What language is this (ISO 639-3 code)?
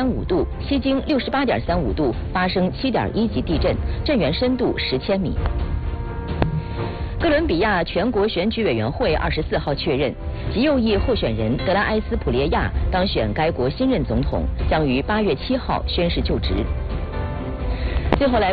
zho